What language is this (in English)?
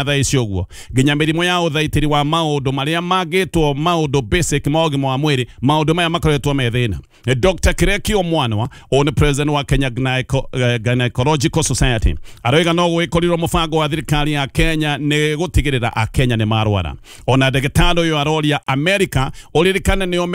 Kikuyu